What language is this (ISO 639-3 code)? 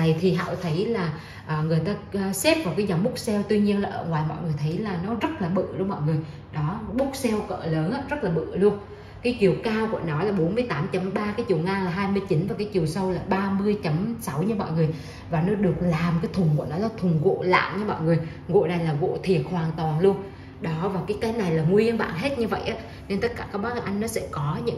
vie